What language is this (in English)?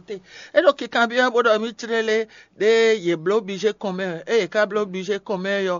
Fon